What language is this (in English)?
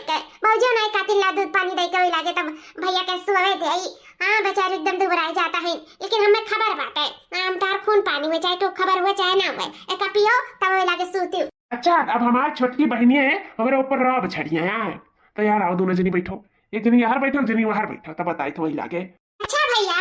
Awadhi